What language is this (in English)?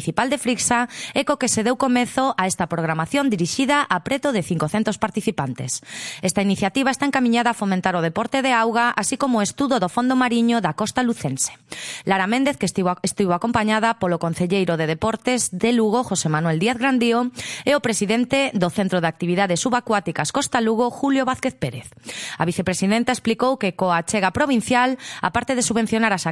Galician